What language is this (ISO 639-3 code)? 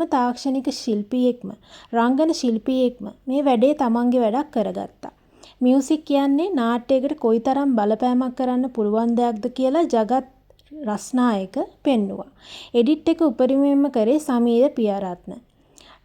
sin